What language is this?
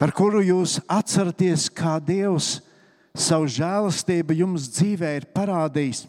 Latvian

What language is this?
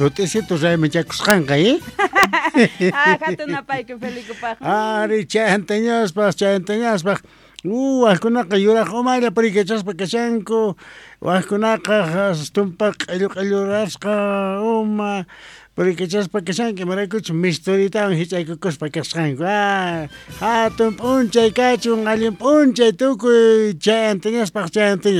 Quechua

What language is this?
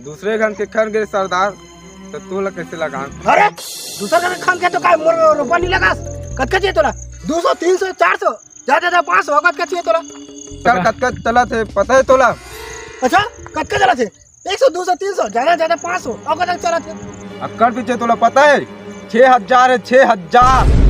Chhattisgarhi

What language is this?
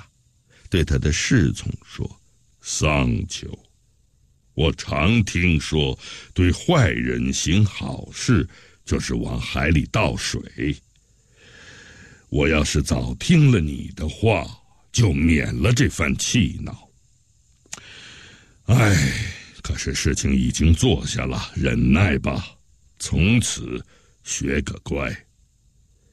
Chinese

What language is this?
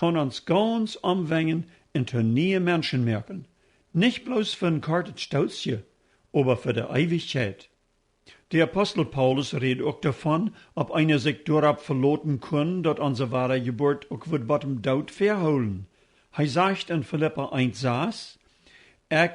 Plautdietsch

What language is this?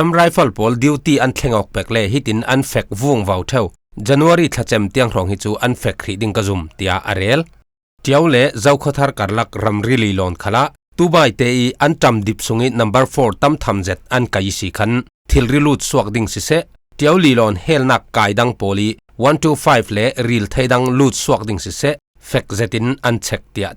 Falam Chin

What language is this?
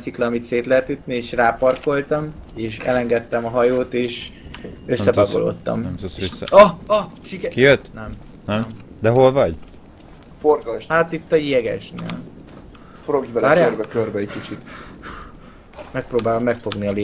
Hungarian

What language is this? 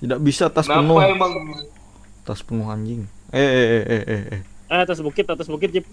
Banjar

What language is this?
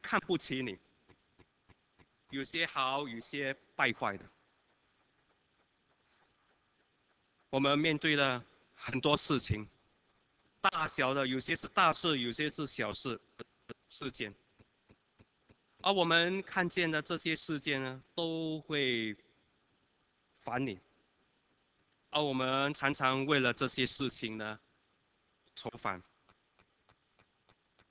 Chinese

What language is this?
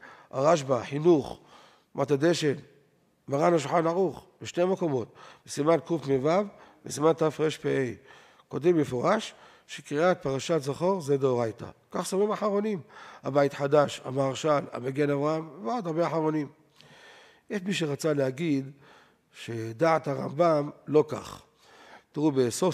Hebrew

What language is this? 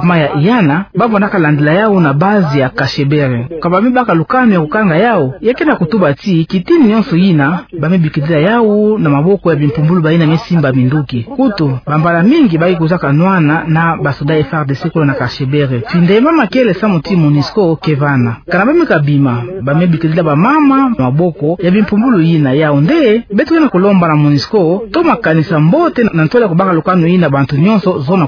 Kituba (Democratic Republic of Congo)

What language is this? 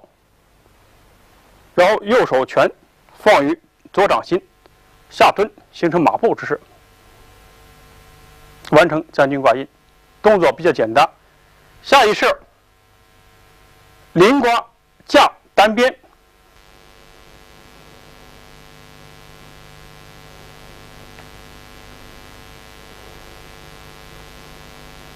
Chinese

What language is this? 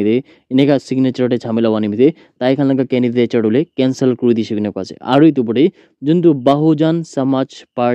Naga Pidgin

